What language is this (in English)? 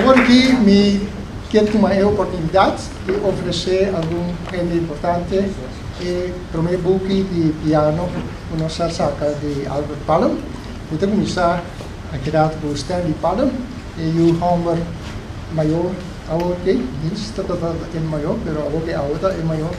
Papiamento